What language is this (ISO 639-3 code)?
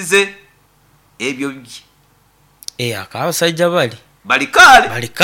nyo